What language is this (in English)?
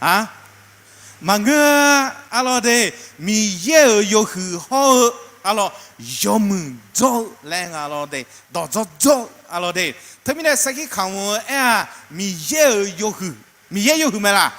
Akha